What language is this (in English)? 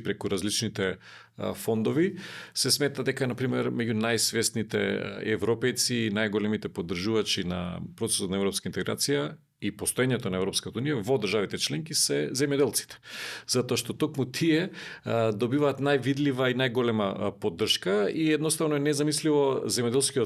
Macedonian